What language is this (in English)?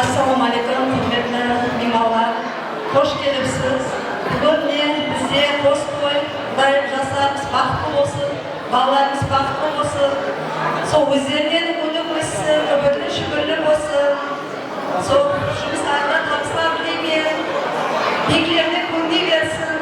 Kara-Kalpak